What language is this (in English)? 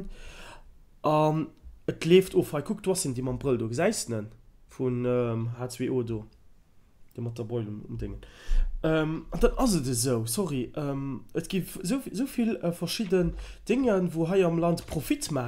Luxembourgish